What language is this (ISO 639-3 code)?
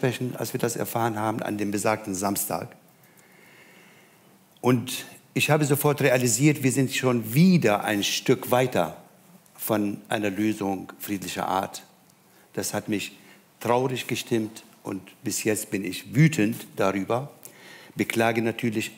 deu